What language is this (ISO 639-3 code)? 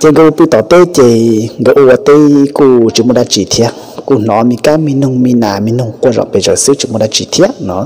hmn